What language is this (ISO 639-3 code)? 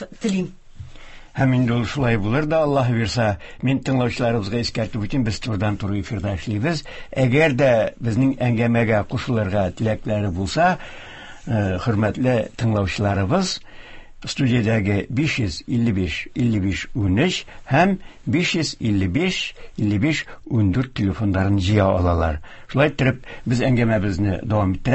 tat